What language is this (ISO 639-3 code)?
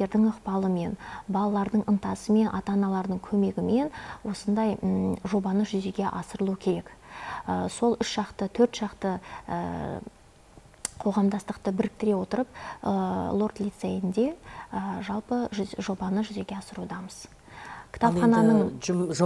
kaz